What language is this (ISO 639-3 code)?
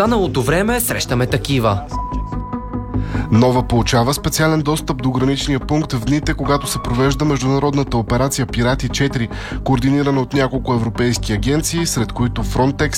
bul